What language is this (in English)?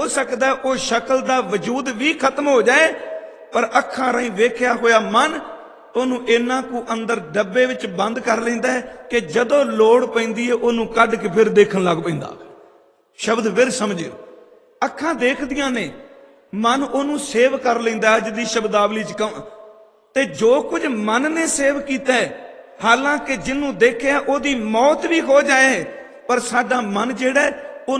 Punjabi